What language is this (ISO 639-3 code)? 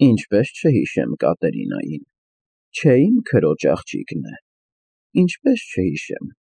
hye